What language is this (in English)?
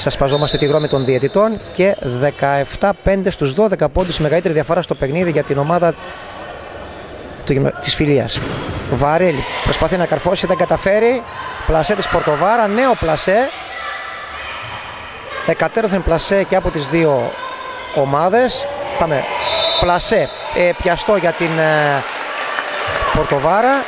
Greek